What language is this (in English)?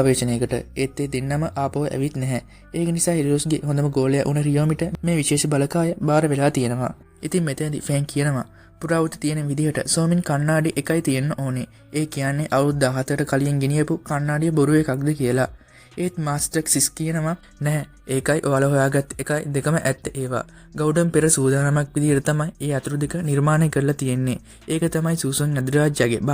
Sinhala